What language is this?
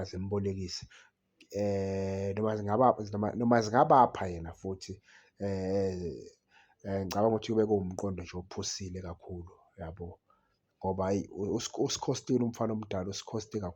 Zulu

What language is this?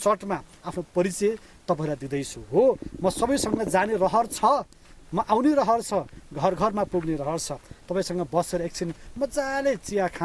Nepali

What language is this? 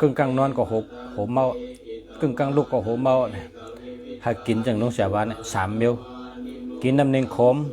Shan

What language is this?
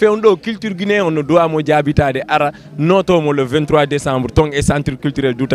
Fula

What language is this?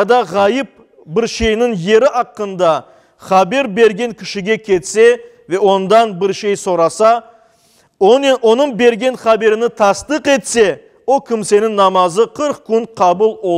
Crimean Tatar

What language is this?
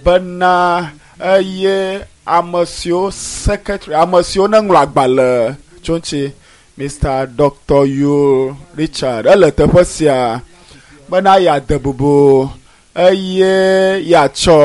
Ewe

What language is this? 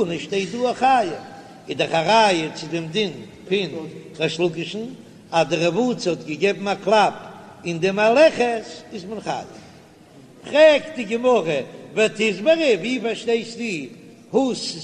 Yiddish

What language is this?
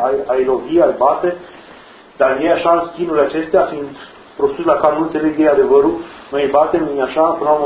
Romanian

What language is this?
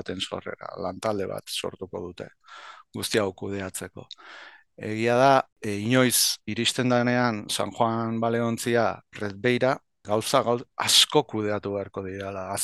Basque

